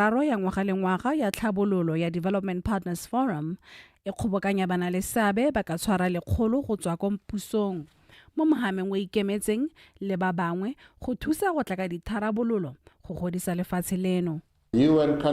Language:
Tswana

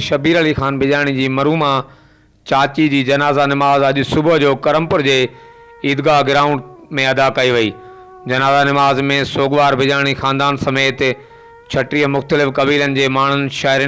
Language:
Sindhi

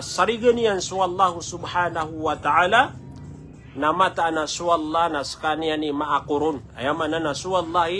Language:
Maranao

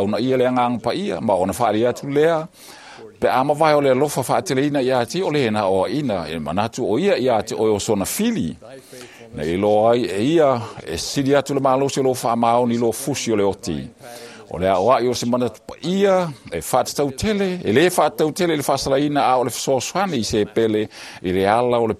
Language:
Samoan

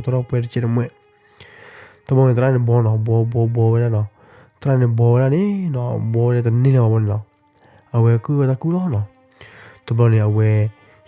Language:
S'gaw Karen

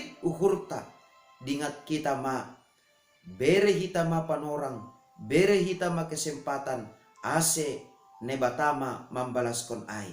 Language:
Batak Simalungun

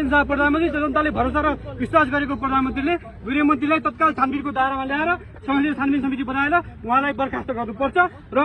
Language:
Nepali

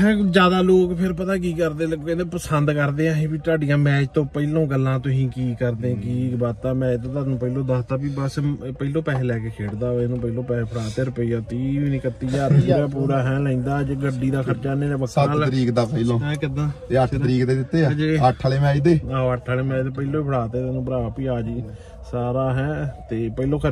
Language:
Punjabi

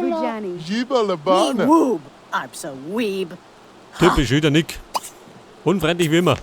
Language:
Bavarian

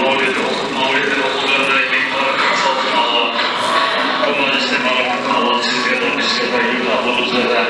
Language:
Kumyk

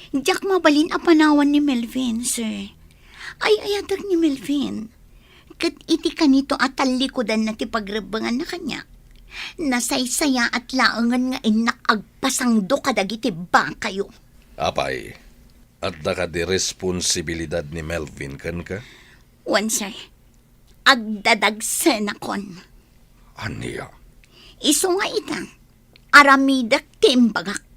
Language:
Iloko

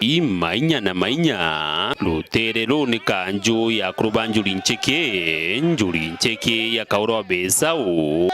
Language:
Meru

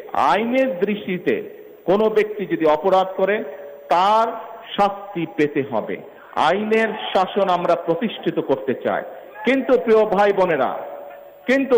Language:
Bangla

